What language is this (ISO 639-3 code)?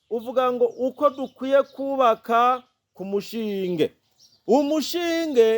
run